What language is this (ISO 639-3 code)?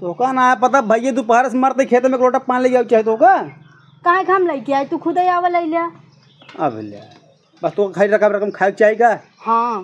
awa